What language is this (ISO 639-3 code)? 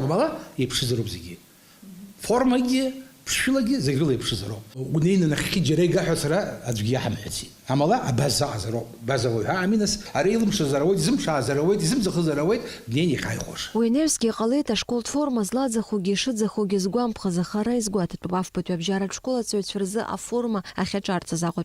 abk